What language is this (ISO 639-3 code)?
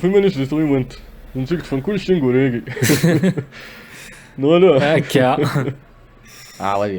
kab